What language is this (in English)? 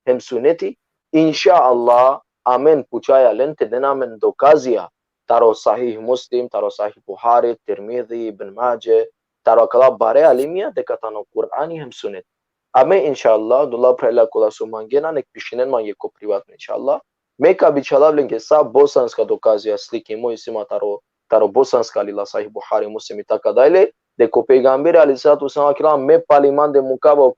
Balkan Romani